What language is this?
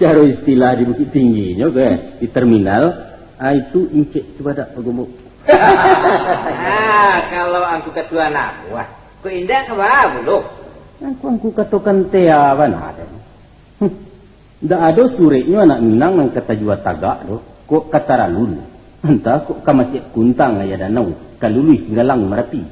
Minangkabau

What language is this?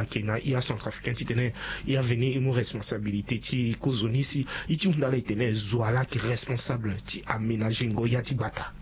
Sango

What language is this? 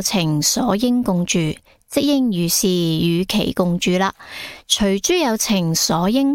Cantonese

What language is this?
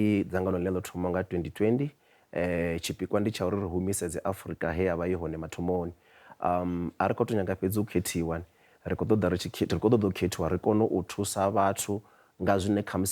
Venda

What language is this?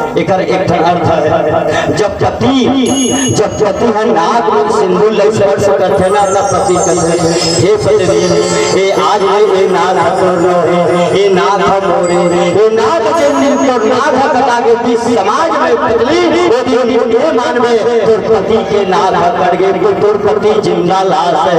Chhattisgarhi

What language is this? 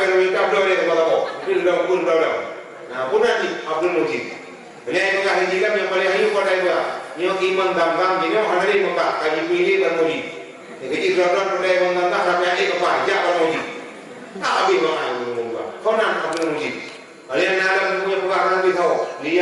Achinese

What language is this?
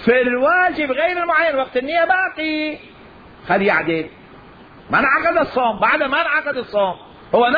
Mesopotamian Arabic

